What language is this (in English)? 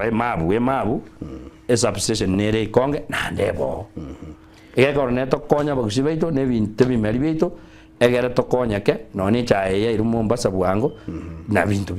Gusii